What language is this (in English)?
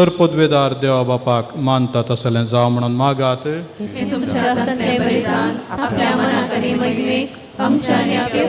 Konkani